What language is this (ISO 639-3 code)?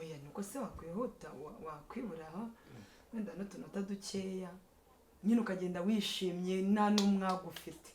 kin